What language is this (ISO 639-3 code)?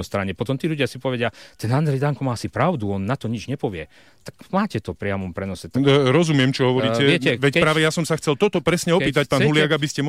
slk